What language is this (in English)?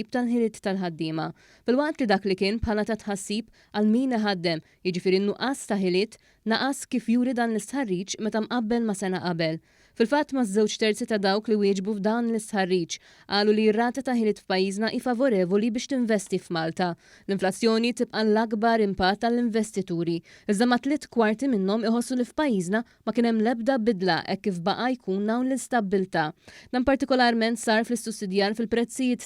Maltese